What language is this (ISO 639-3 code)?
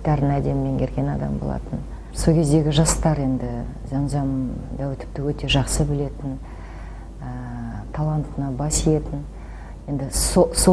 kaz